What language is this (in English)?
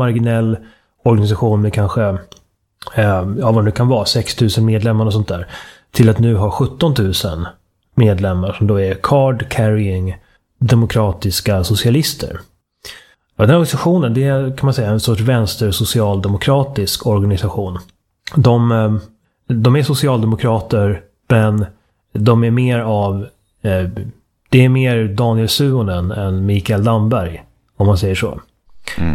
Swedish